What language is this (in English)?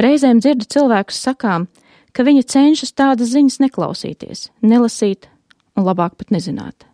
Latvian